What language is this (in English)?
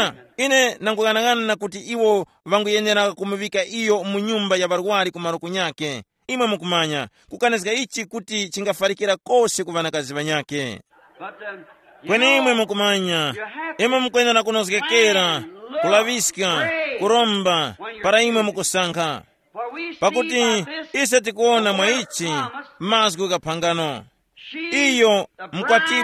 Tumbuka